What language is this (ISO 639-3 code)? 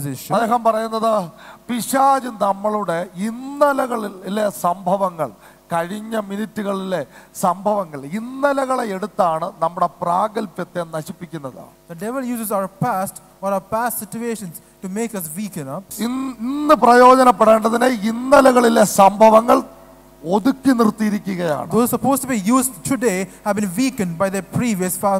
mal